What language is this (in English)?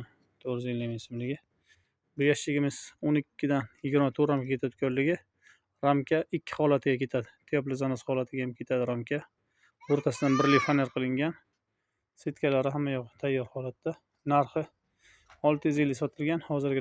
Uzbek